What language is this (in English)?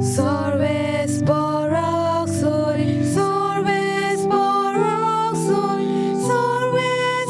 Konkani